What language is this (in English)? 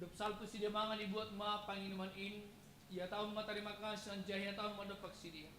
Batak Simalungun